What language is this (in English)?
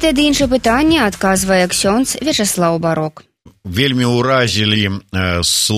Belarusian